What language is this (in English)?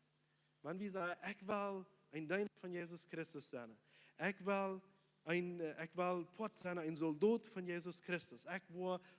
Plautdietsch